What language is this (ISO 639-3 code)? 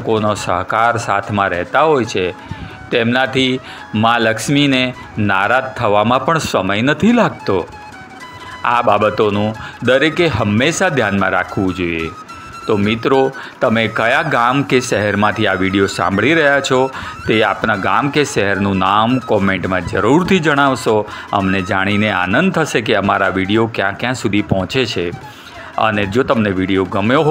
guj